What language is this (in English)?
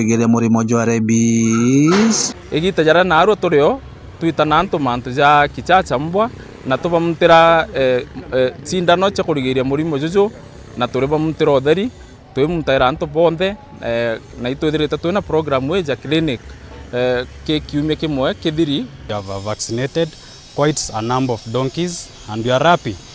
Meru